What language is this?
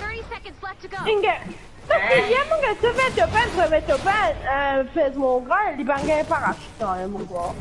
Morisyen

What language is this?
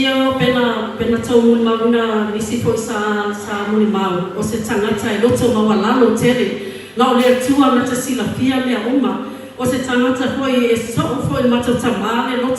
Samoan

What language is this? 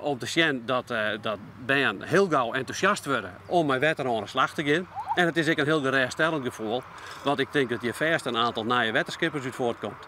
Western Frisian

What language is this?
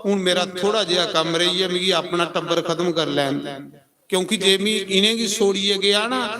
Dogri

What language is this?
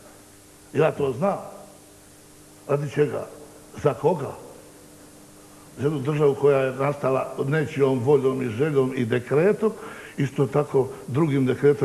Bosnian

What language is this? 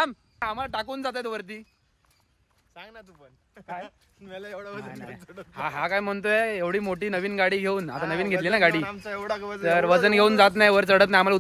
Marathi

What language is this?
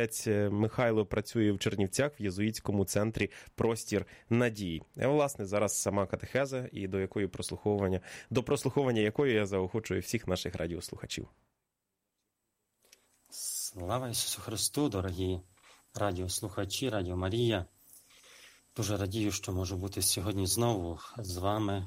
Ukrainian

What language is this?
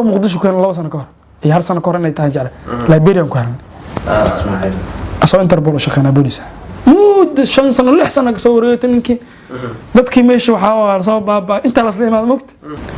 Somali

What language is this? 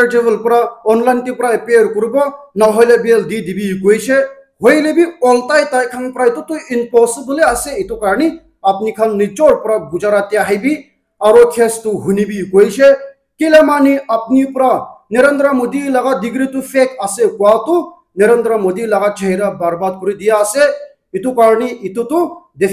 Naga Pidgin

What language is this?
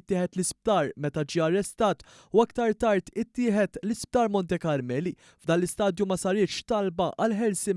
Maltese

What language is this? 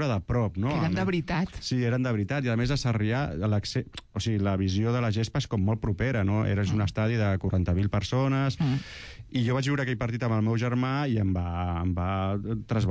Catalan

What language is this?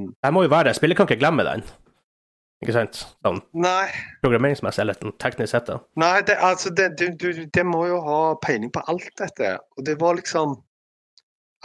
Norwegian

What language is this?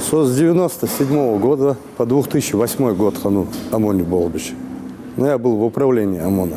Ingush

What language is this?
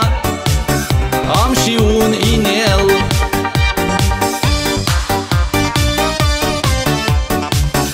Romanian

